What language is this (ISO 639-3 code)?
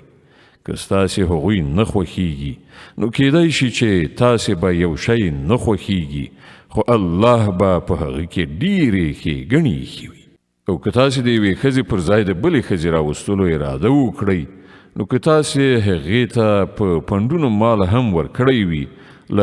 pus